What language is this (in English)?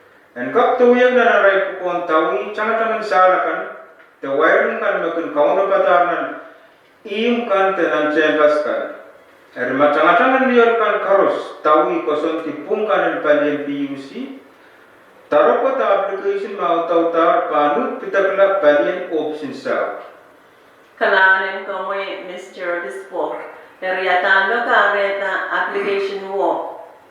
Pohnpeian